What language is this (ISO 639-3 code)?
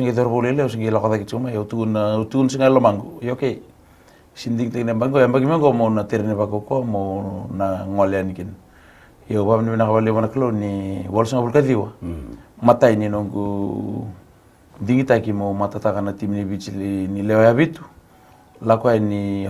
fij